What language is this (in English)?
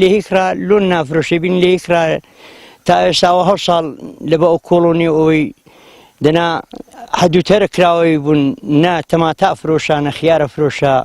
Central Kurdish